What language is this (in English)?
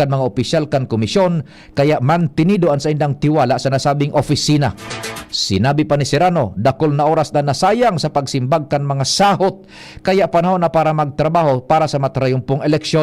Bikol